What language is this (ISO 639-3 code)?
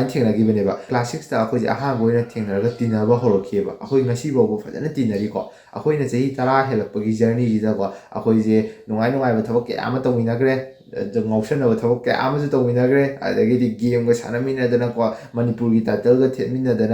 mni